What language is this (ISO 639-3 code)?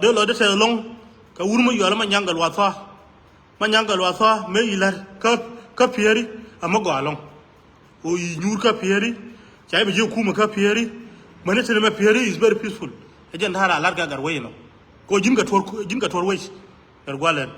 nus